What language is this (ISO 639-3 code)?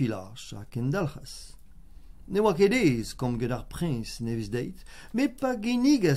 bre